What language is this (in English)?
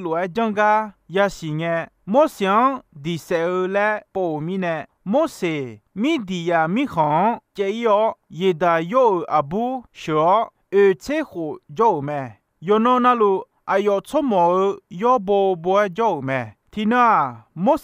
Akha